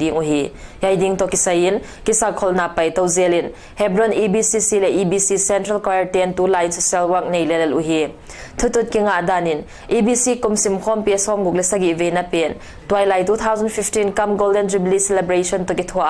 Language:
Paite Chin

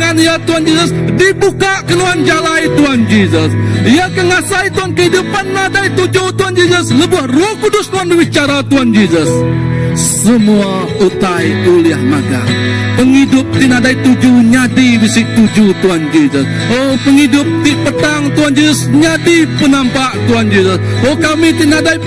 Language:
Iban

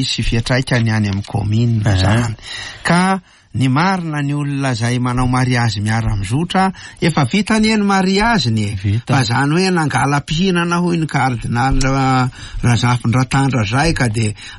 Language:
Malagasy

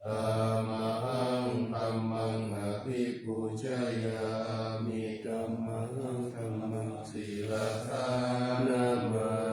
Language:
Pali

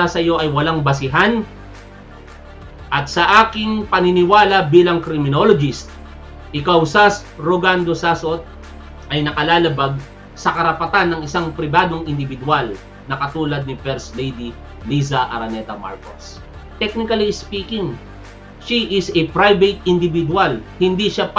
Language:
Filipino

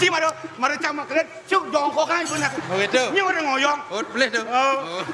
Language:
Balinese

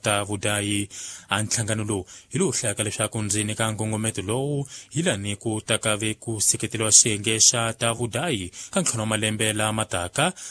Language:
Tsonga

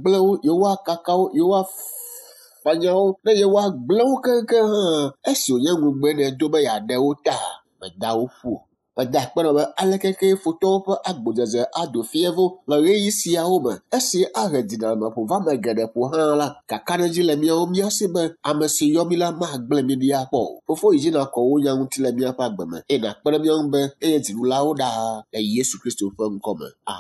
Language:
Ewe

